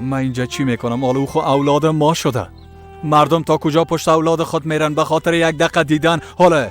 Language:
Persian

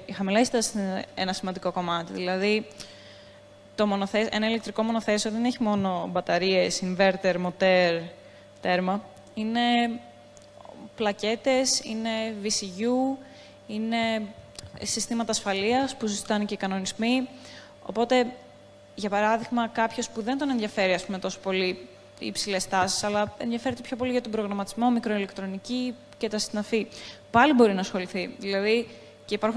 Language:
Greek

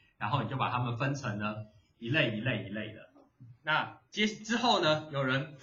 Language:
Chinese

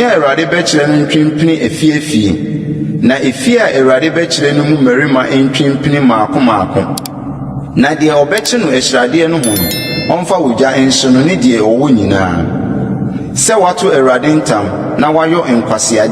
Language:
Akan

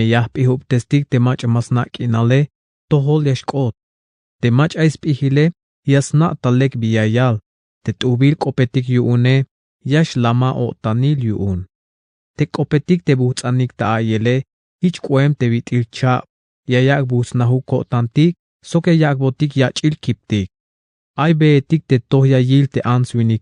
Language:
Tzeltal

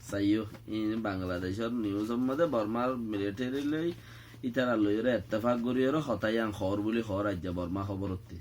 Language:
Rohingya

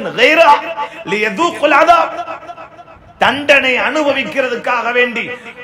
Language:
Tamil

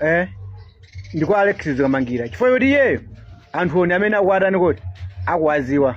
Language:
Nyanja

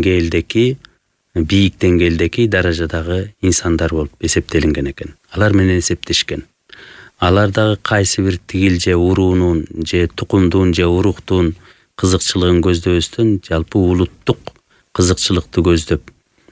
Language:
Kyrgyz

